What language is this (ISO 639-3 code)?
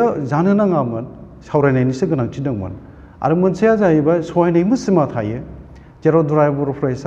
brx